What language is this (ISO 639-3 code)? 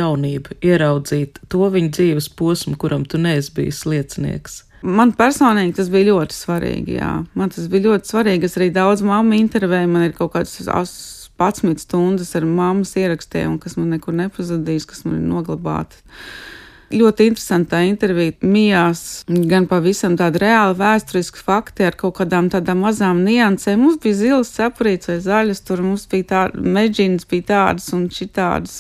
lav